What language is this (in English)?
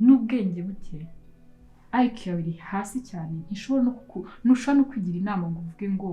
Kinyarwanda